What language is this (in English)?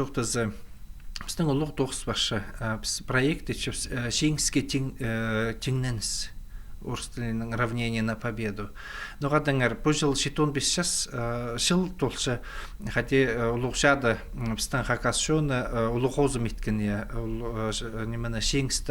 Khakas